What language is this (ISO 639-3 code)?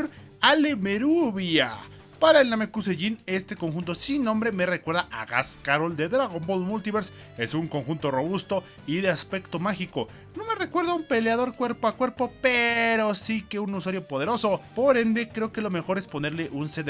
spa